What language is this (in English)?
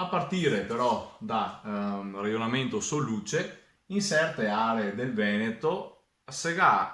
Venetian